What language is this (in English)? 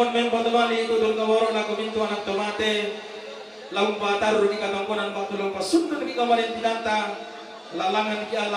Toraja-Sa'dan